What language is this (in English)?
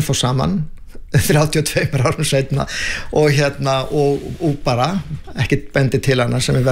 Icelandic